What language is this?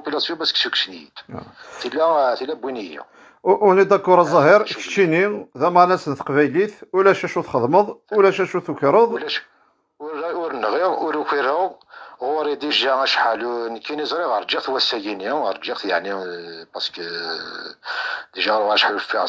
Kabyle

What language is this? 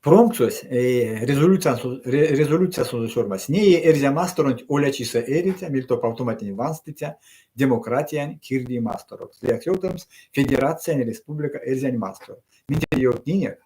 Erzya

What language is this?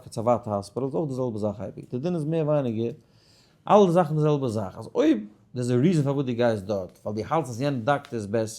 Yiddish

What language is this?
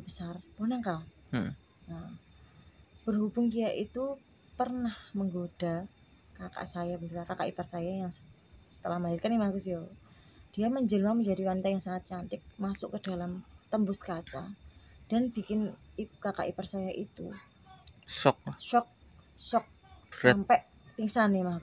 Indonesian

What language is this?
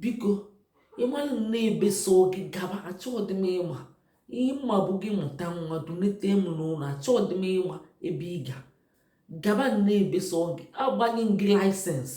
Igbo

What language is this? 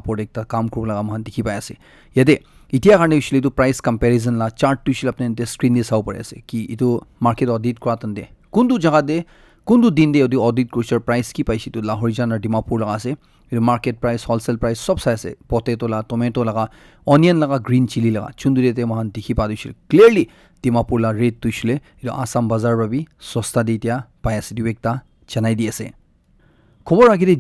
Naga Pidgin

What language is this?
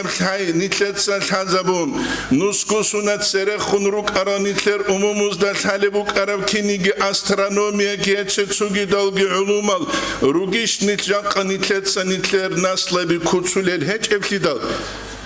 Avaric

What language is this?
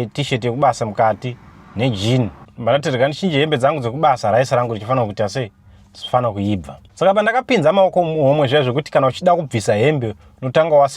Shona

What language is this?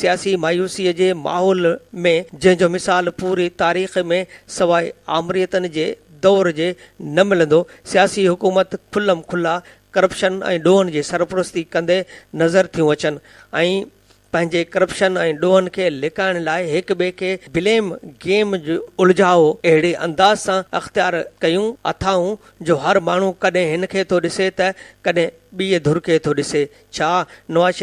Sindhi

